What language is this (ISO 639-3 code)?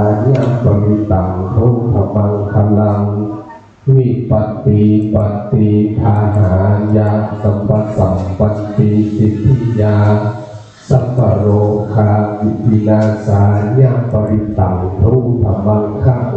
pli